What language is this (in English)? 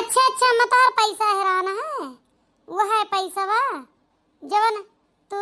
Awadhi